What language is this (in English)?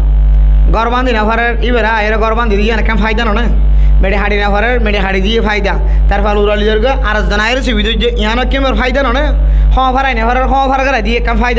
Rohingya